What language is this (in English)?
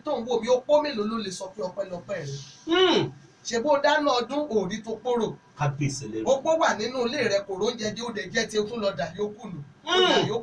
Yoruba